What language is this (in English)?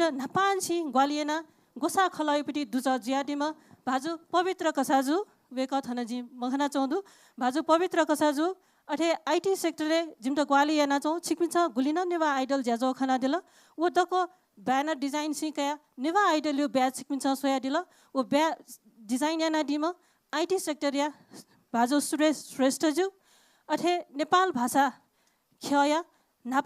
Newari